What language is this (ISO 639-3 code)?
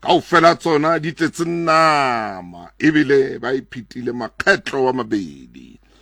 sot